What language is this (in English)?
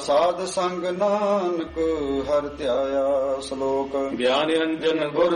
Punjabi